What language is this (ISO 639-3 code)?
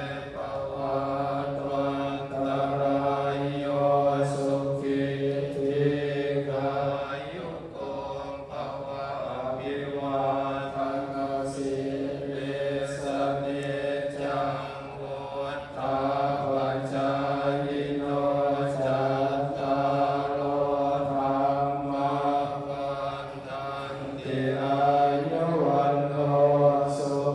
pli